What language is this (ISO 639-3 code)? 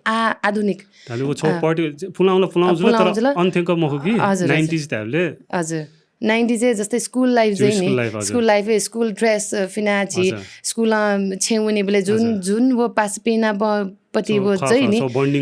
new